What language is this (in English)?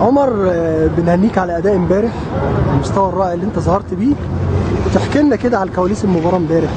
Egyptian Arabic